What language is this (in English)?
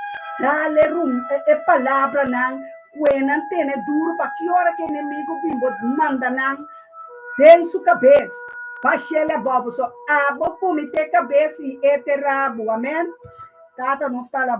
Papiamento